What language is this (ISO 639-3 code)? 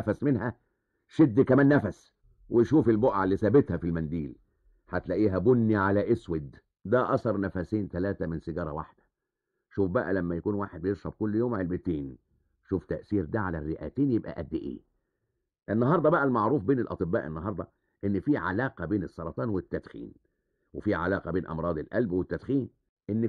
arz